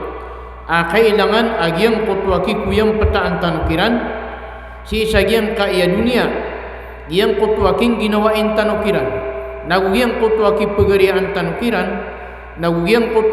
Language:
Maranao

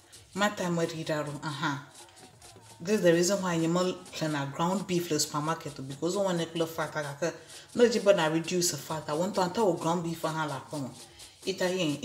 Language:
Ewe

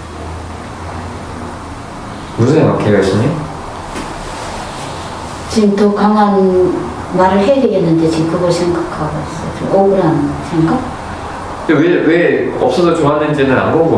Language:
Korean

